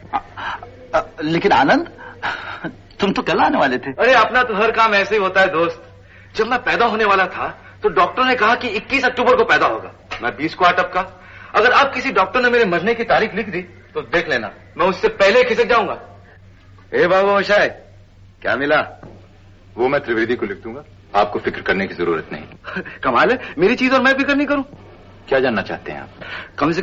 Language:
Hindi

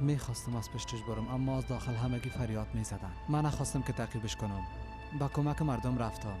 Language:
Persian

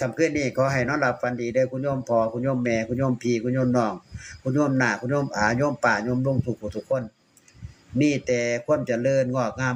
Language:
Northeastern Thai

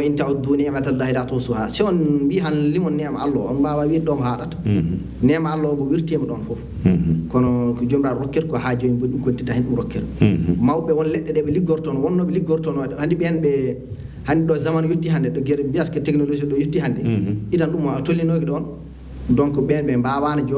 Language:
Fula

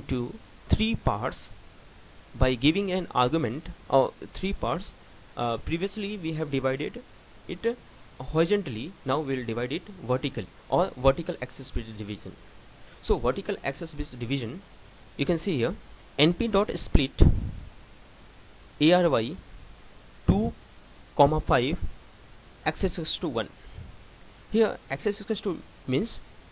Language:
English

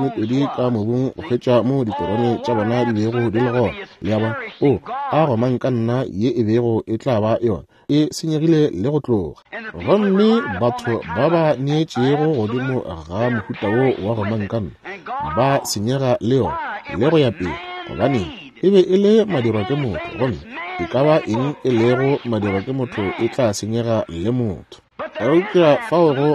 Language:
Northern Sotho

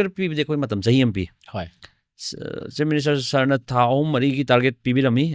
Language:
Manipuri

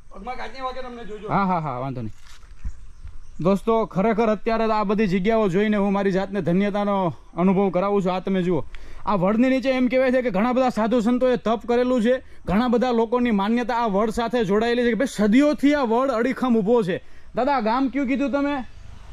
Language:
Gujarati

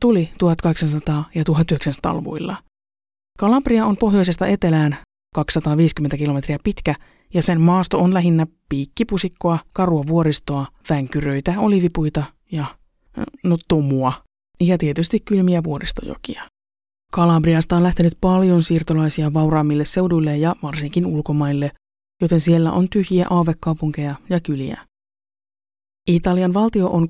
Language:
Finnish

